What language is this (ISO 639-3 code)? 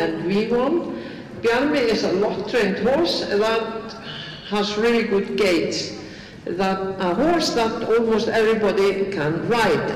isl